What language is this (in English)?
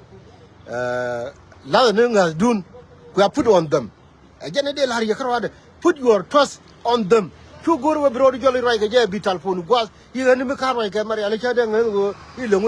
Nuer